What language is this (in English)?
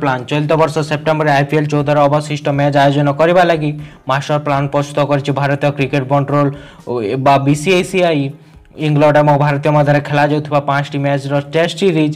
Odia